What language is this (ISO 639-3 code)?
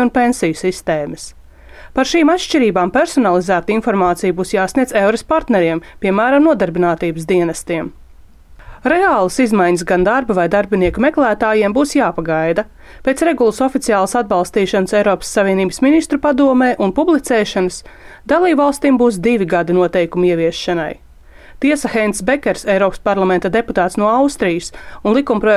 lav